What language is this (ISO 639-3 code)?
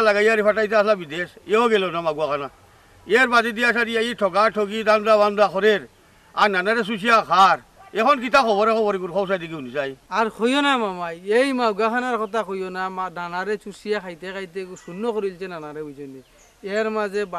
syl